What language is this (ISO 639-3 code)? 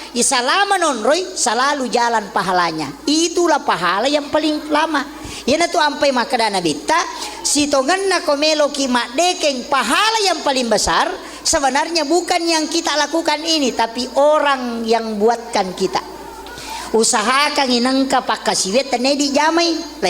bug